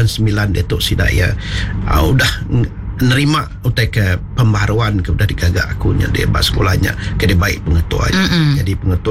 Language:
Iban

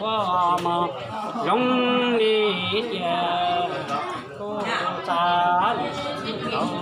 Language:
Hmong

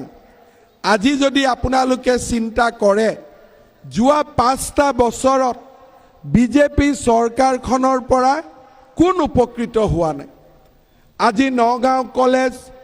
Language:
Assamese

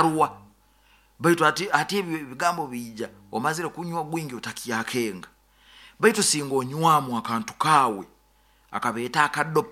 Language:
Nyoro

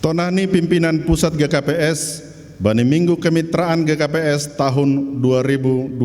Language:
Batak Simalungun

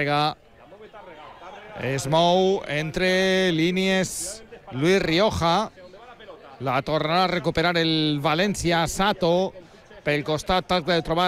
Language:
Catalan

